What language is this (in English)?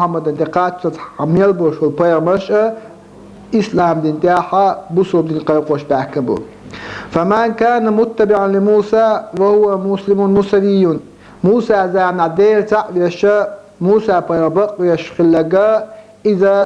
Chechen